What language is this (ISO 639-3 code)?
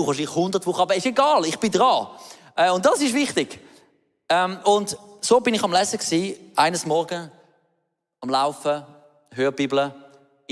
gsw